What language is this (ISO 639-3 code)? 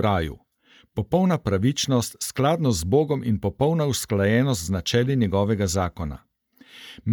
slv